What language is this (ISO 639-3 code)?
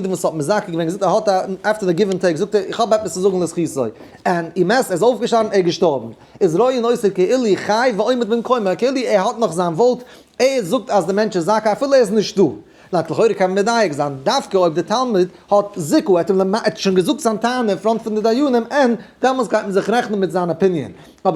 yid